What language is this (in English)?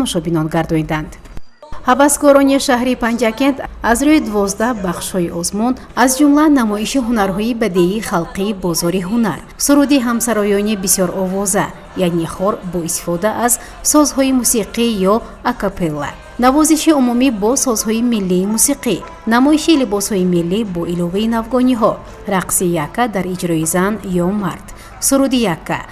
Tajik